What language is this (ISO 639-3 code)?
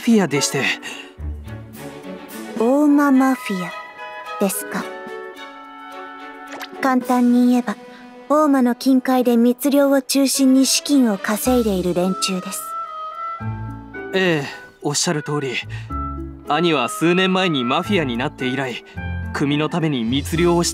jpn